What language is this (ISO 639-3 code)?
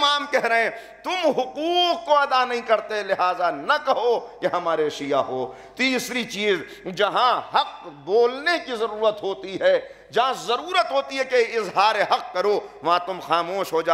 urd